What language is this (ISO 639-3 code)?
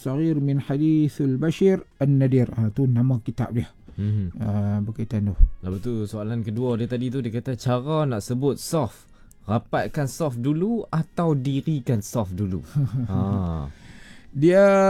msa